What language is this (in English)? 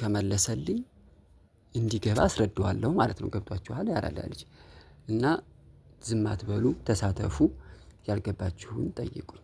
Amharic